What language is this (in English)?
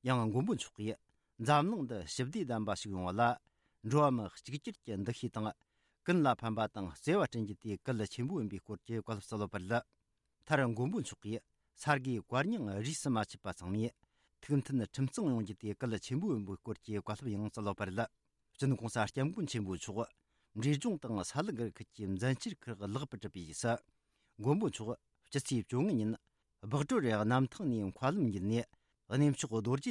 Tibetan